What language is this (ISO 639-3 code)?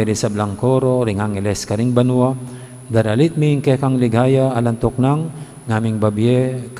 pam